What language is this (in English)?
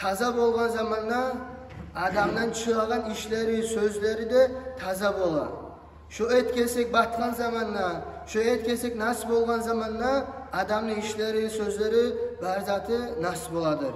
Kumyk